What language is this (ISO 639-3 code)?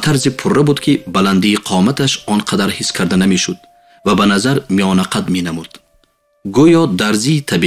tgk